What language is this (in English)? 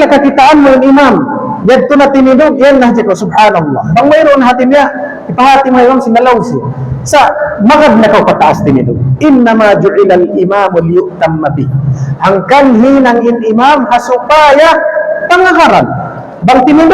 Tausug